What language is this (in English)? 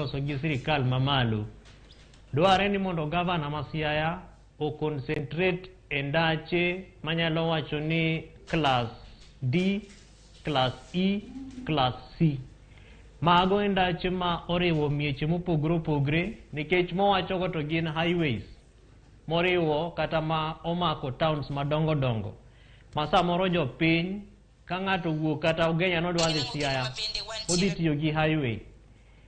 Luo (Kenya and Tanzania)